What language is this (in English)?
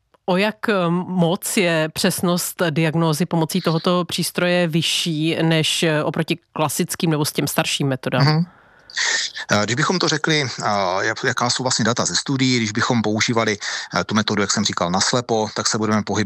Czech